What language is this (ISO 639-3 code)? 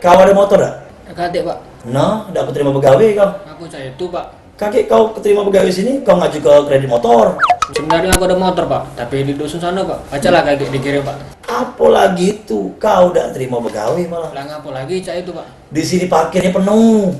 mui